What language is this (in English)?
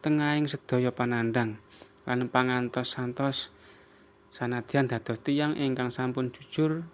Javanese